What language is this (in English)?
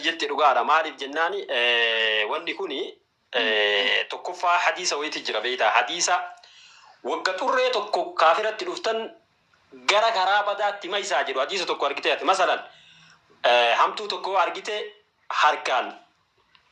Oromo